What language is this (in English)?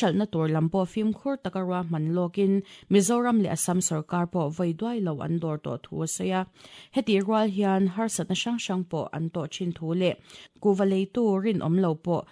Mizo